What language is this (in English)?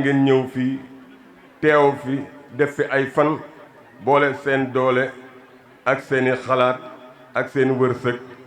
Wolof